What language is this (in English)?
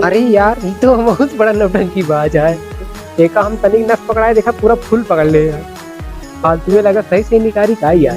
Awadhi